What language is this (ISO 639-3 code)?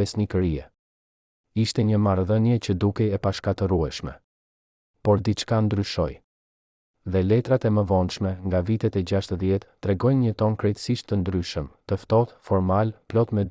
sqi